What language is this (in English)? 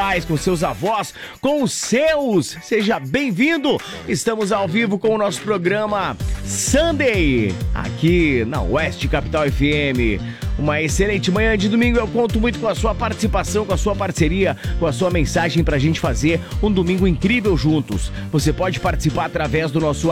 Portuguese